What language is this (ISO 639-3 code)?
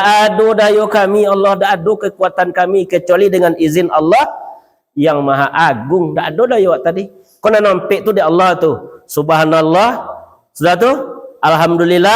min